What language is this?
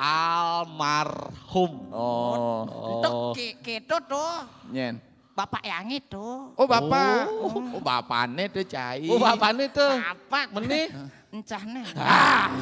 Balinese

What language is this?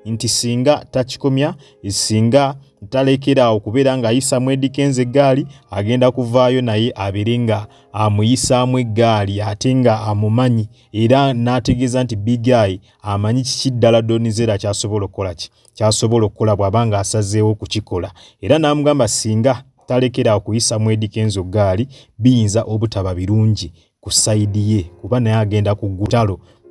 Ganda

